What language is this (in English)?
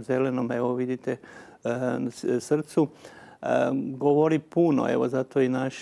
Croatian